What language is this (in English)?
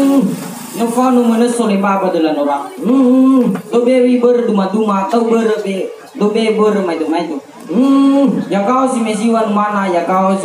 Nias